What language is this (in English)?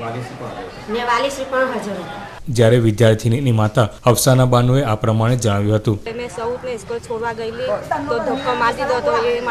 Gujarati